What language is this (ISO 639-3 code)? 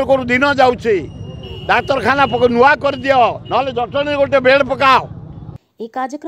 ori